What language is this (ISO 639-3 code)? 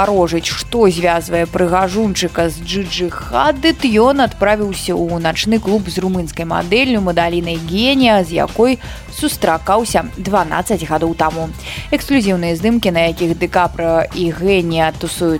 bel